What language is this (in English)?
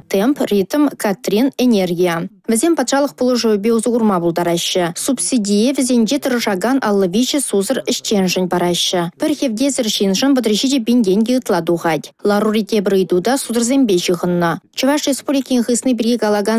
Chuvash